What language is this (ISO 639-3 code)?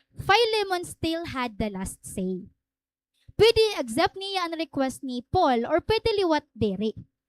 war